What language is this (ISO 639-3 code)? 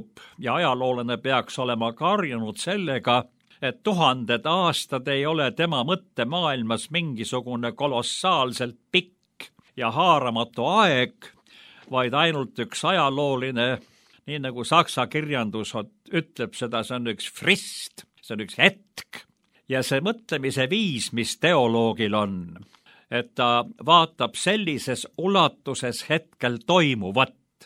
est